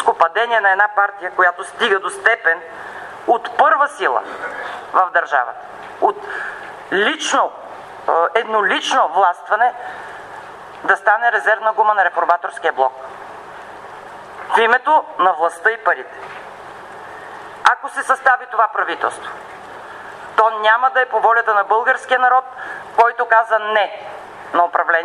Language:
Bulgarian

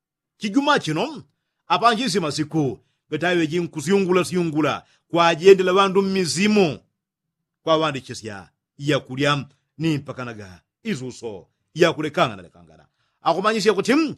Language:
Yao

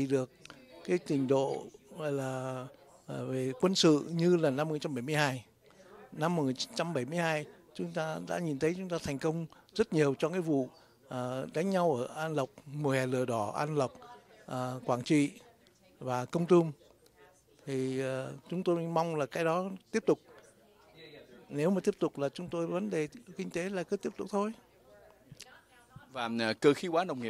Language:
Vietnamese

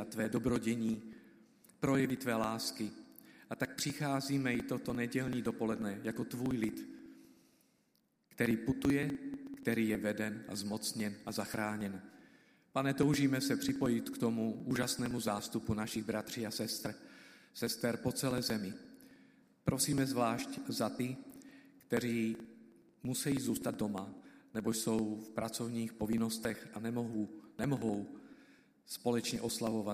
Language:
Czech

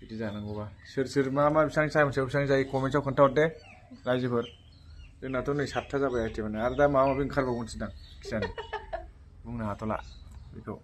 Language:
Bodo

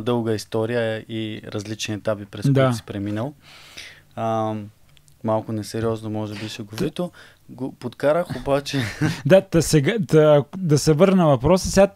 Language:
Bulgarian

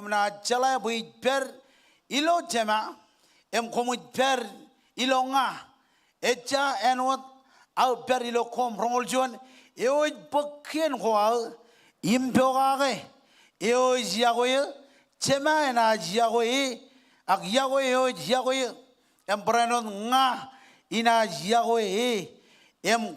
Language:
Marshallese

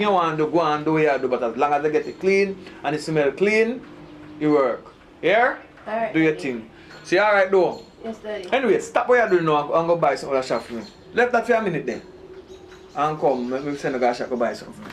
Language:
Jamaican Creole English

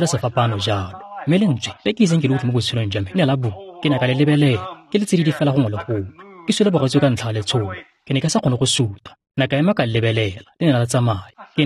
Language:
Tswana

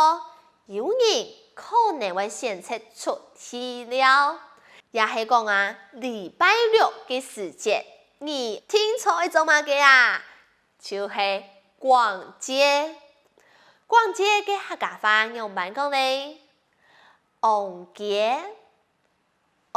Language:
Hakka Chinese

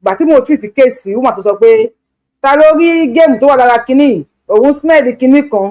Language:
Yoruba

